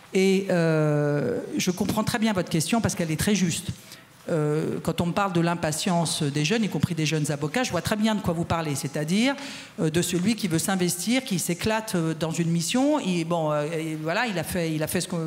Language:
French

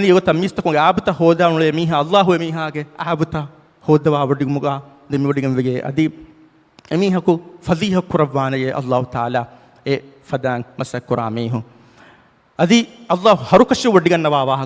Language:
Divehi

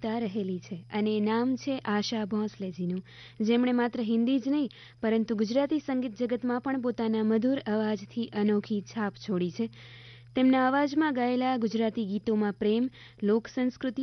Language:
Gujarati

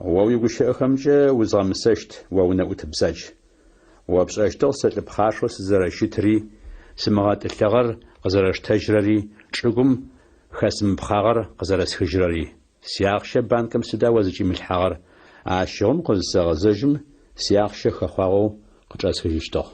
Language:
Adyghe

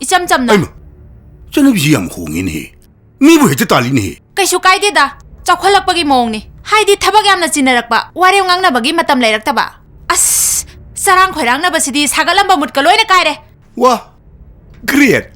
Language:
Manipuri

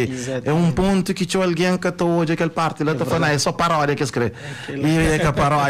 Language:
Kabuverdianu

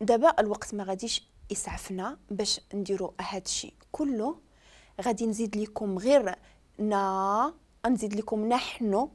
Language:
Moroccan Arabic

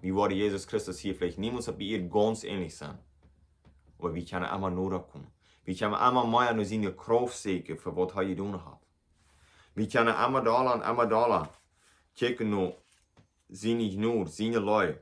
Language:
Plautdietsch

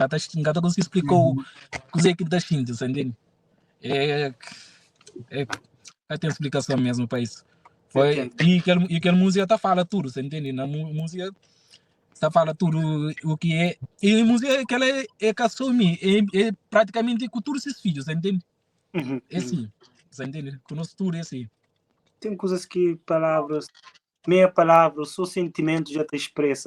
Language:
Kabuverdianu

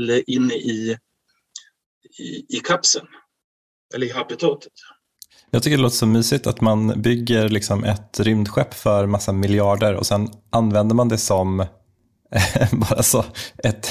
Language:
Swedish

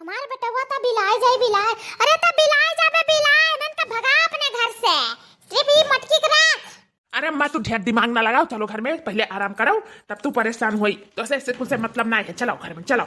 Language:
Awadhi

